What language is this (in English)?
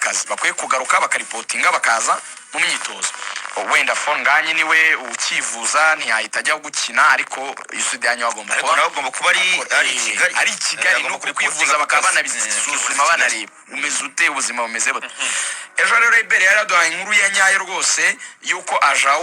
Kinyarwanda